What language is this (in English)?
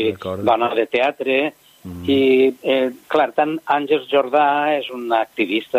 Catalan